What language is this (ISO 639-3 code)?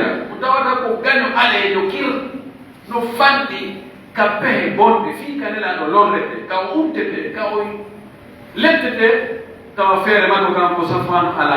fuf